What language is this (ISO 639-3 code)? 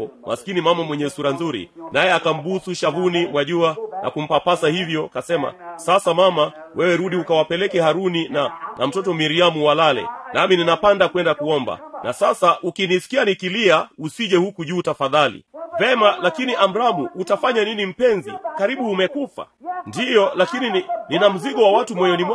swa